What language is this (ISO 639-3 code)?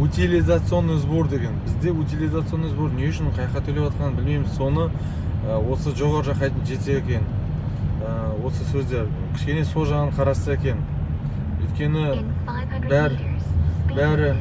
kaz